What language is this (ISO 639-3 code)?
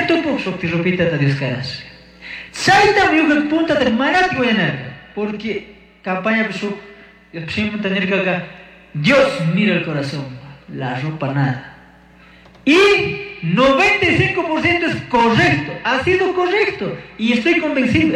qug